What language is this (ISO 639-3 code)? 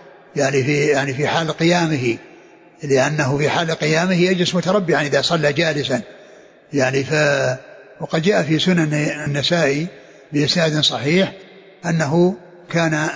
ara